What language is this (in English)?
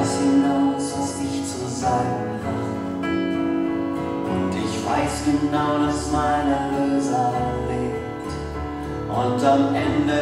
German